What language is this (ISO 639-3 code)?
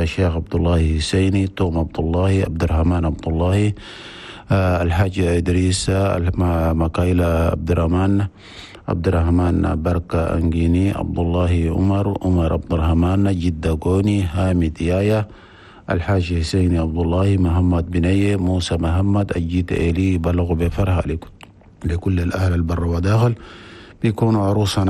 shu